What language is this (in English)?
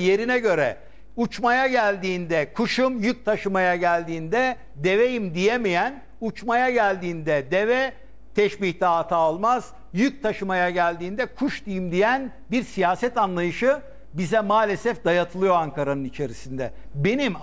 Turkish